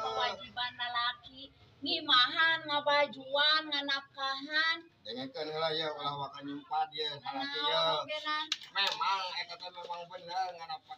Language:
Sundanese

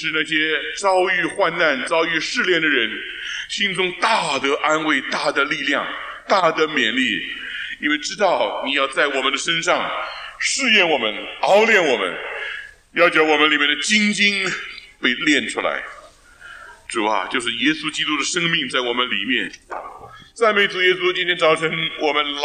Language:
Chinese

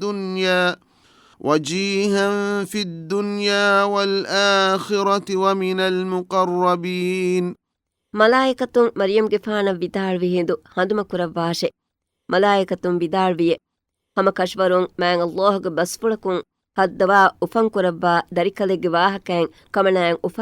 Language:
Divehi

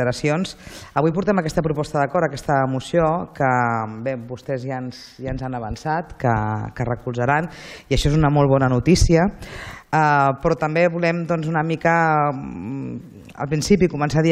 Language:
Catalan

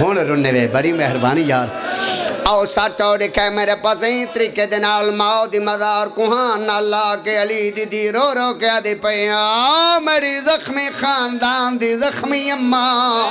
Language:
Pahari-Potwari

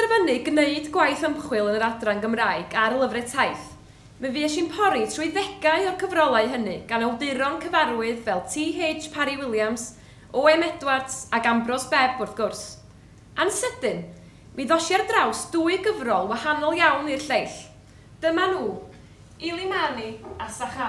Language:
Welsh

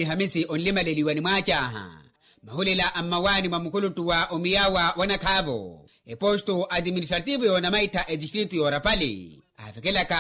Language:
Makhuwa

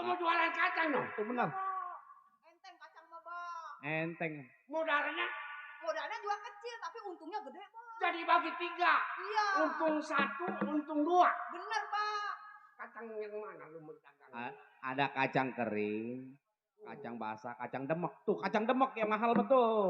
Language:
Betawi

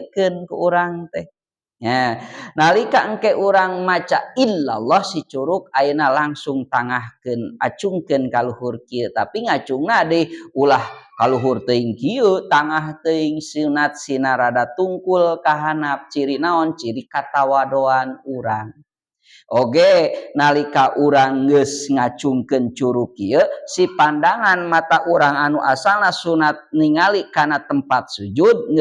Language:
Sundanese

